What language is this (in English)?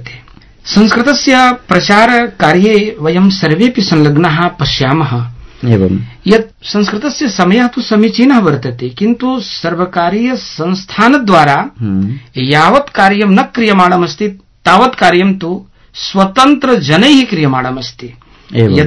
Sanskrit